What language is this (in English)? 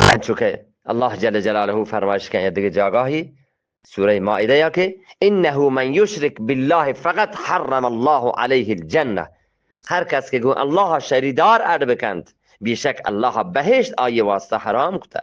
Eastern Balochi